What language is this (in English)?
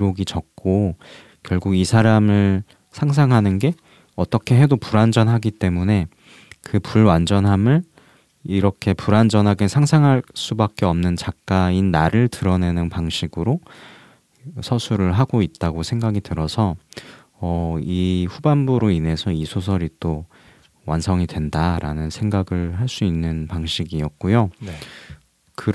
Korean